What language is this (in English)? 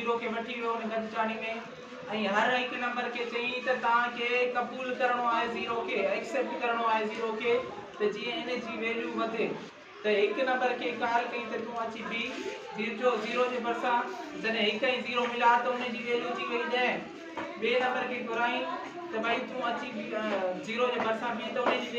Sindhi